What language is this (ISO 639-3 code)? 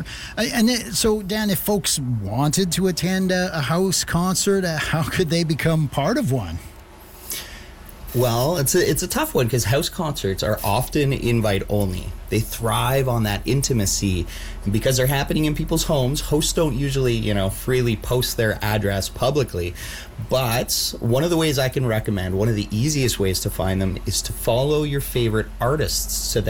eng